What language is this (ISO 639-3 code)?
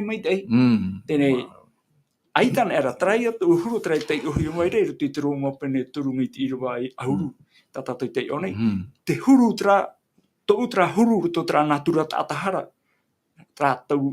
tah